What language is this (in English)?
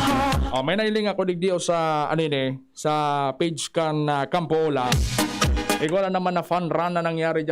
Bikol